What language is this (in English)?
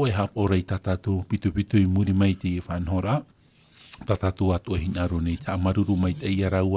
Tahitian